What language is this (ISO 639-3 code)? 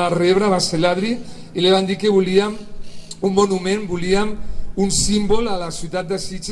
cat